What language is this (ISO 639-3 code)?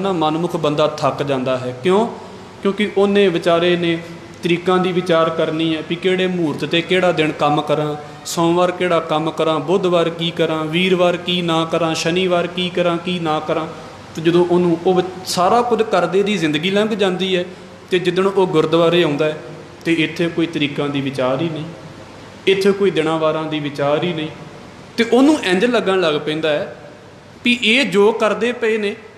pan